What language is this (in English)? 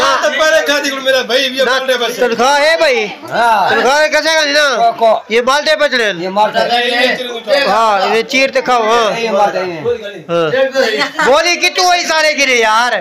Saraiki